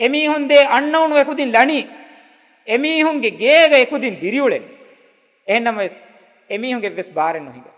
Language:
Divehi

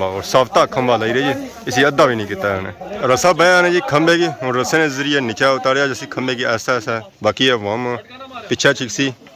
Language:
Pahari-Potwari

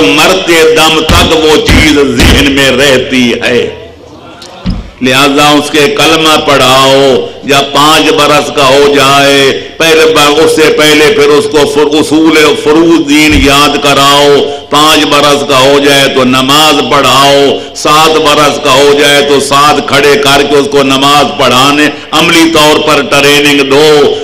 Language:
Urdu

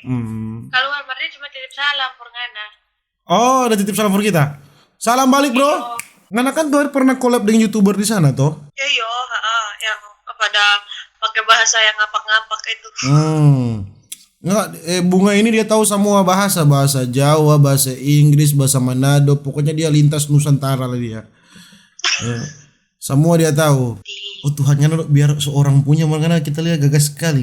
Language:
Manado Malay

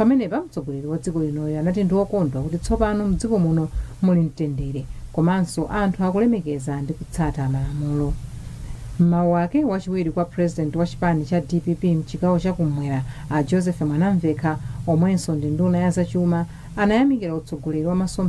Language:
Nyanja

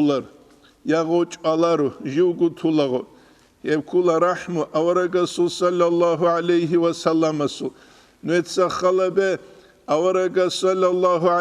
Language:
Avaric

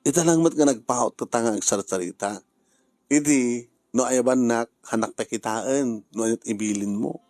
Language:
Iloko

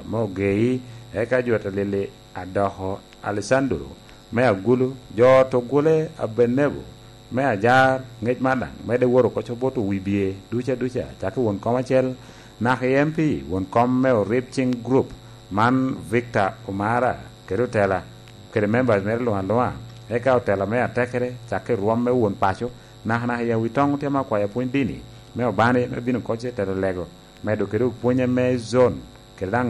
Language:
Lango (Uganda)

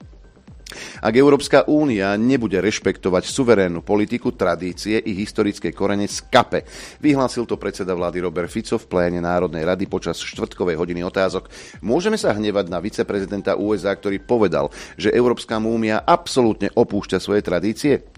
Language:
Slovak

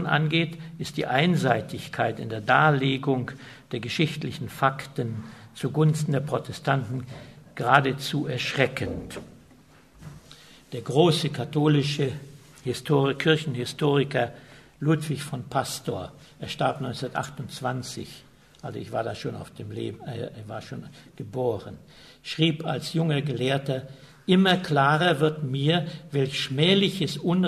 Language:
German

